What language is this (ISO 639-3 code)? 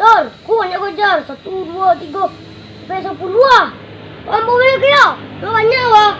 min